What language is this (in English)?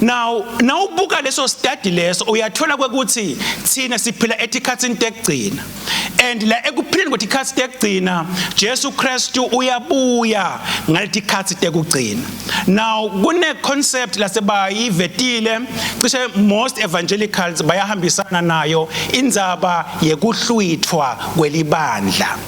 Swati